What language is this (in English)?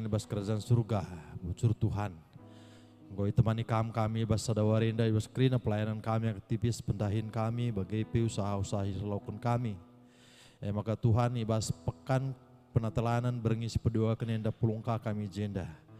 Batak Karo